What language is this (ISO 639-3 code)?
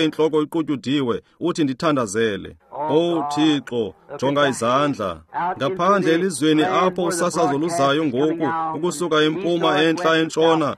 xho